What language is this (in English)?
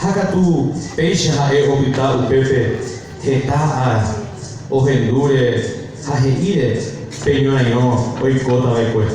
Guarani